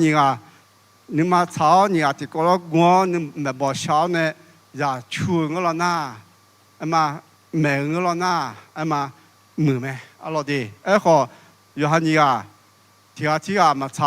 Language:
Akha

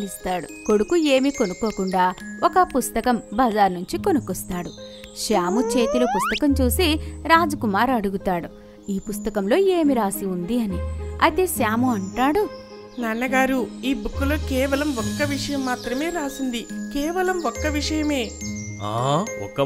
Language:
Telugu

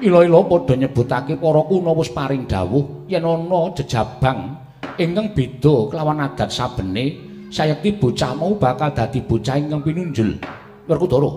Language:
Javanese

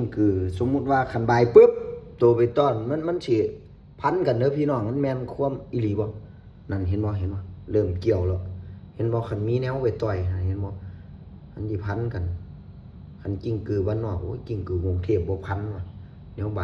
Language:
Northeastern Thai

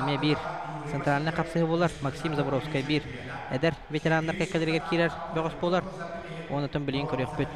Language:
Yakut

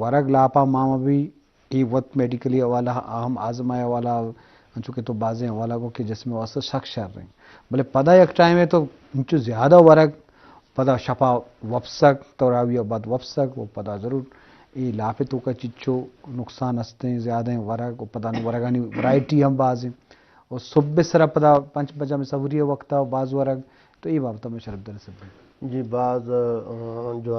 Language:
Eastern Balochi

